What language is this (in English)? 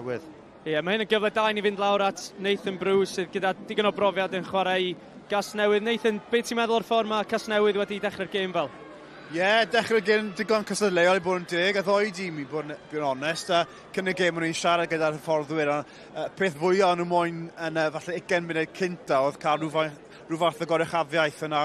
Welsh